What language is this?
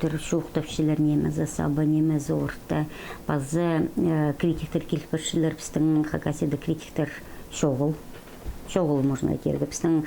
Khakas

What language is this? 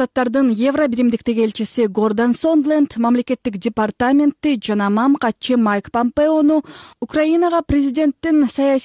Kyrgyz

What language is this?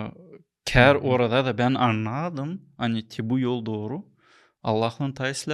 Gagauz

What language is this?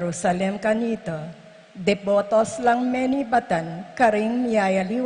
Pampanga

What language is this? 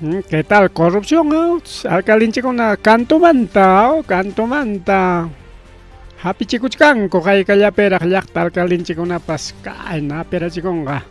Ayacucho Quechua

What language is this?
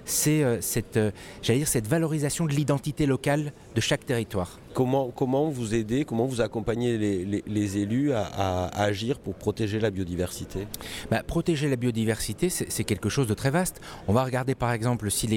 French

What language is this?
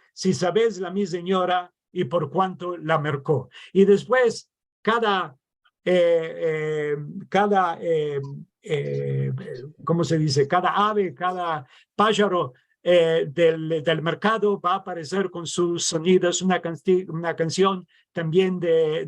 Ladino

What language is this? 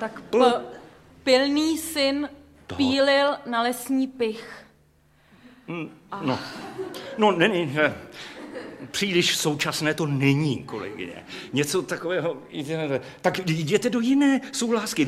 Czech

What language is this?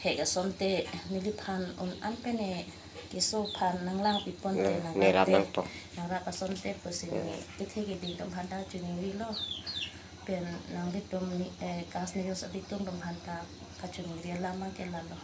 Karbi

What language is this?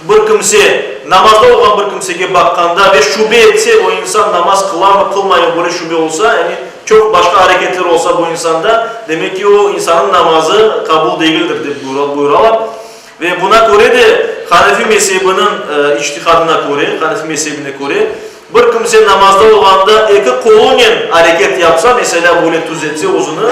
Crimean Tatar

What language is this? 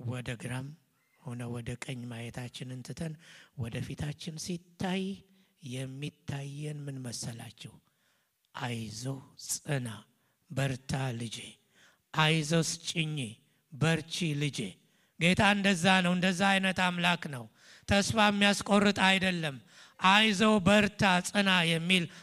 Amharic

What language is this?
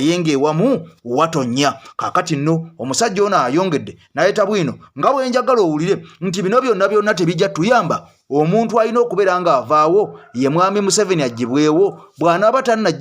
Ganda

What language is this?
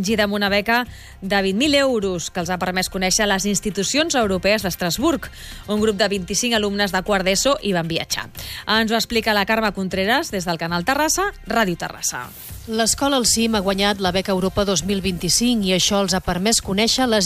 Catalan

